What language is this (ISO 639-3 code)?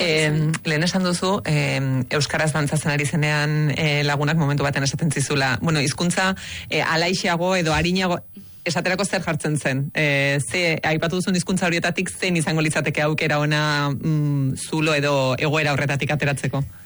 eus